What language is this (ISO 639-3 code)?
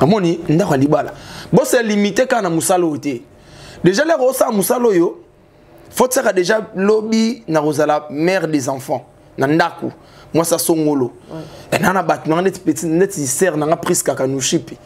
lin